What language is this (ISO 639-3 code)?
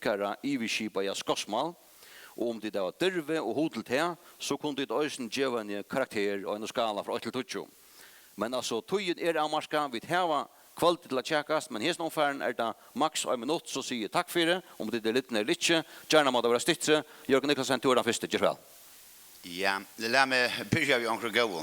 fao